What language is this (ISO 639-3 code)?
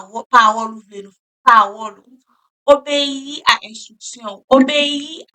hat